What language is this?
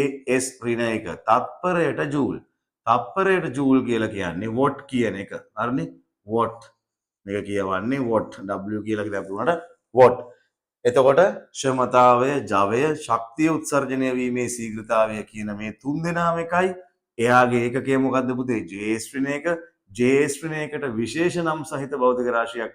Sinhala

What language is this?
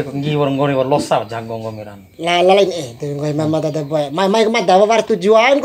Bima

